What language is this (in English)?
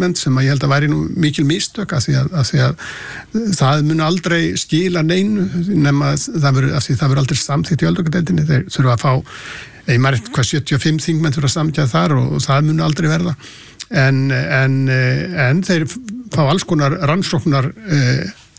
Icelandic